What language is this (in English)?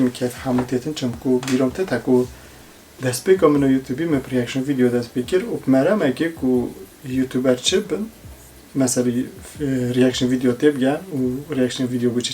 Kurdish